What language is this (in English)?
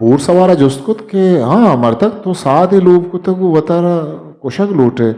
Eastern Balochi